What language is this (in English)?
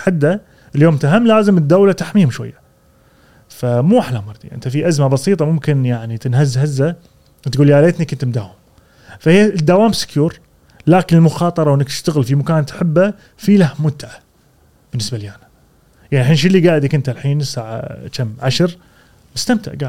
Gulf Arabic